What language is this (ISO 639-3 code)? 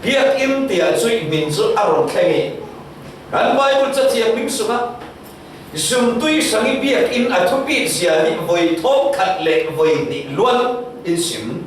cfm